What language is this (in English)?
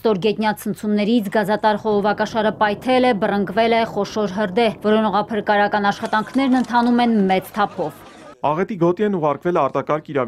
Armenian